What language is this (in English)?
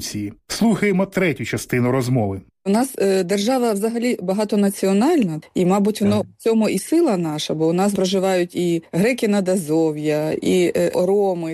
Ukrainian